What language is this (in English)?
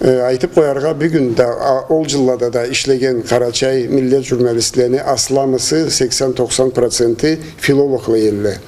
Karachay-Balkar